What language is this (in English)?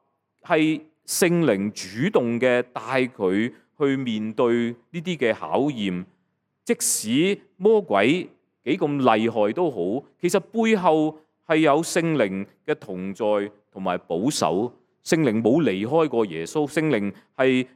Cantonese